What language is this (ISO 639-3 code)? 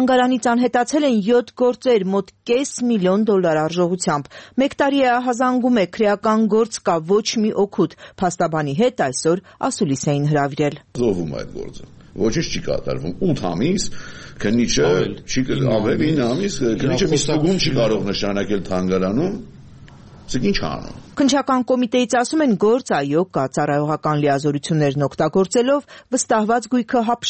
hye